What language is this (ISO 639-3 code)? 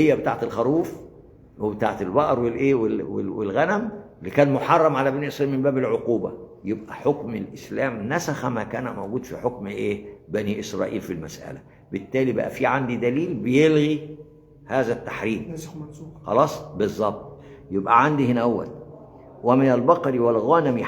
arz